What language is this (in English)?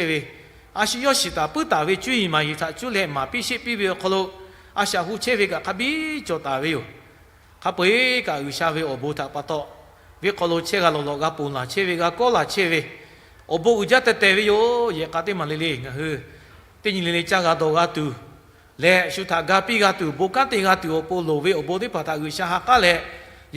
Lahu